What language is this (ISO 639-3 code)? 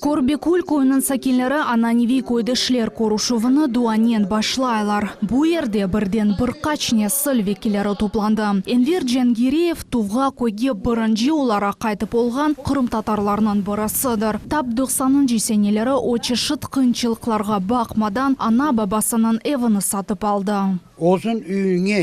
crh